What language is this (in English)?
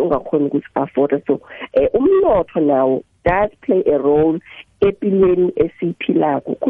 South Ndebele